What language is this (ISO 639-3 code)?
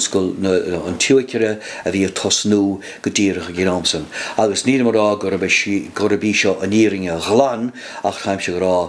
gle